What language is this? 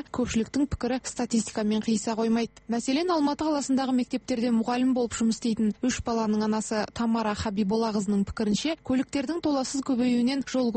Kazakh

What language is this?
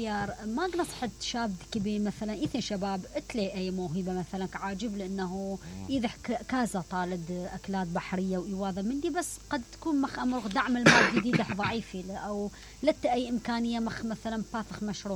Mesopotamian Arabic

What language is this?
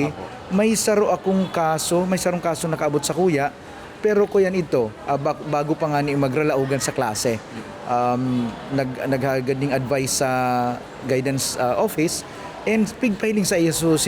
Bikol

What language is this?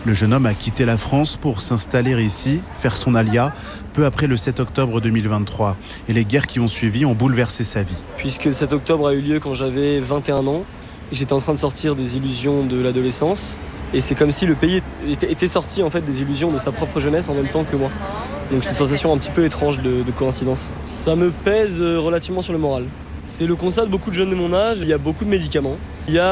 French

